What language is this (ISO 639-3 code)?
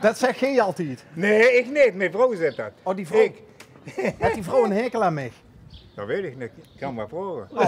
lim